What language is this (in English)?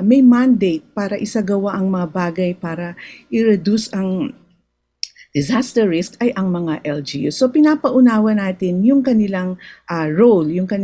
Filipino